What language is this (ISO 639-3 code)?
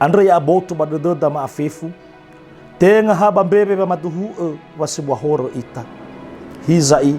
nia